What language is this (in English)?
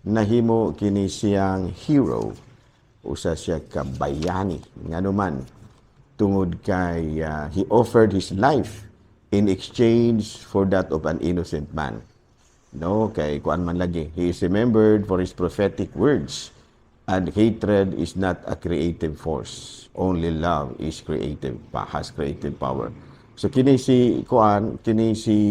Cebuano